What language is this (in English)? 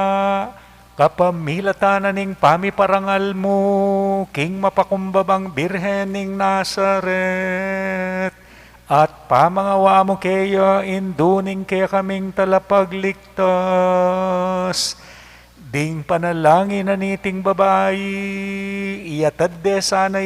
Pampanga